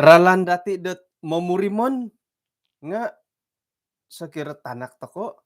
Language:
Central Dusun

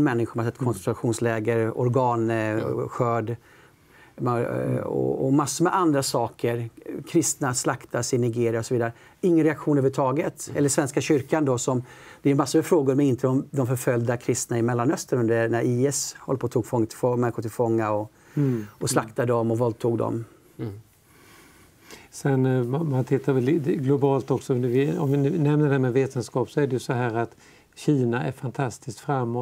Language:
Swedish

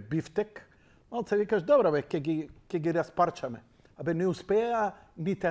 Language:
Macedonian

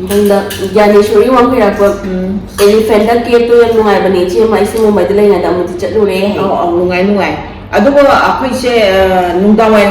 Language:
Manipuri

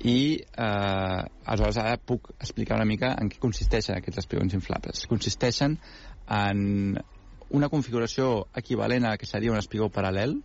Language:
Catalan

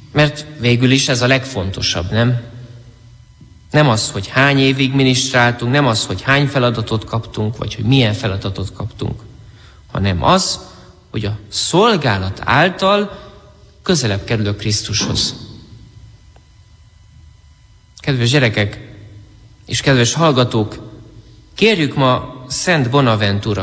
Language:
Hungarian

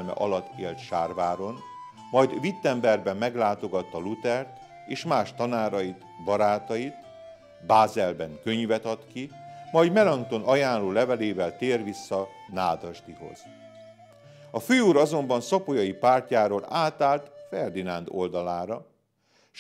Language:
Hungarian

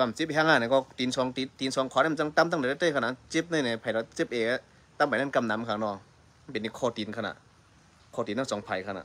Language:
Shan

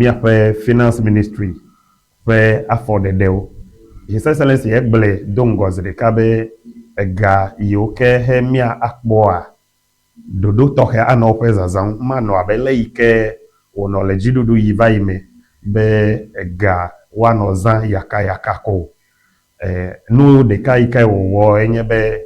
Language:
Ewe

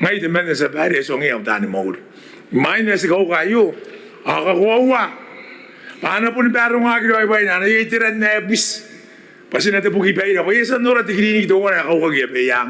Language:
Gilbertese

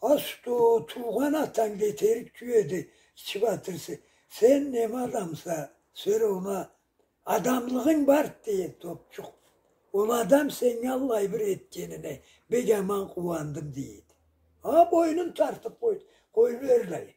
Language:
Karachay-Balkar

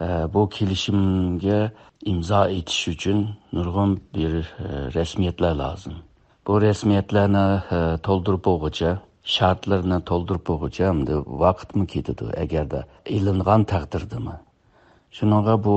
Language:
Uyghur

